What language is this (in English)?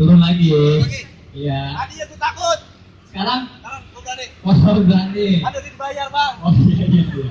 Betawi